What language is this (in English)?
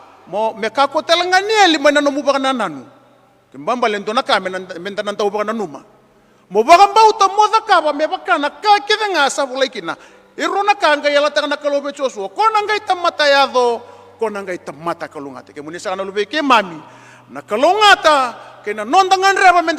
Fijian